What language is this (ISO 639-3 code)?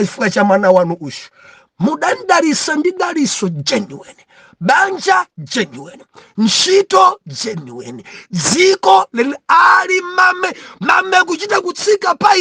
nya